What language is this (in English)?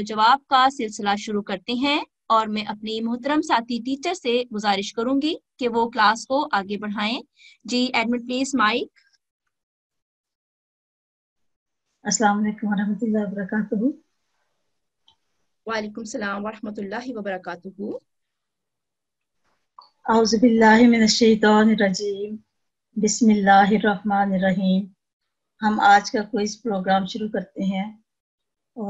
Urdu